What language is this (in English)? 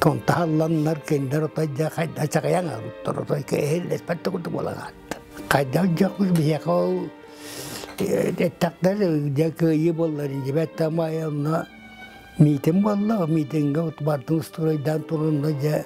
Yakut